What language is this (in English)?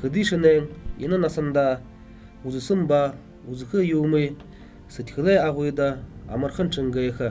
Buriat